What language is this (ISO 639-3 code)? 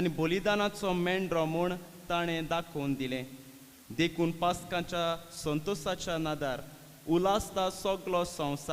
kok